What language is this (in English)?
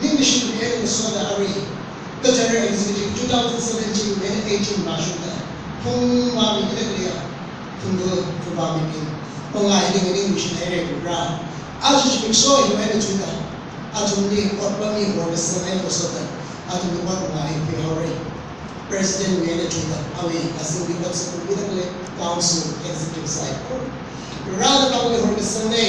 Tangkhul Naga (India)